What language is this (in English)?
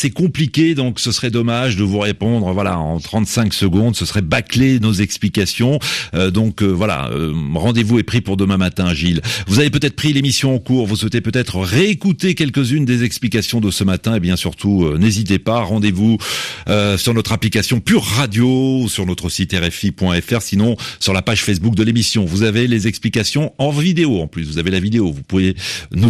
French